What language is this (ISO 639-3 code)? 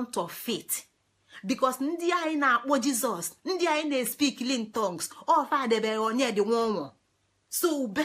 ibo